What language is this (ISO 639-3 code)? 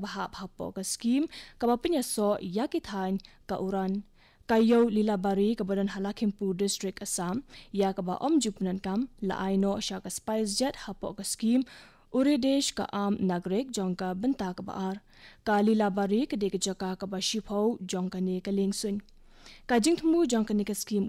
kha